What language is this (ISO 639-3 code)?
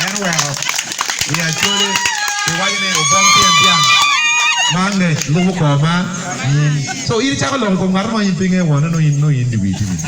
ach